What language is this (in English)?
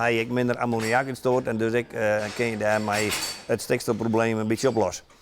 Western Frisian